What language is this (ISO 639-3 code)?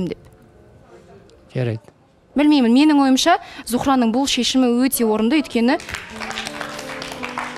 kaz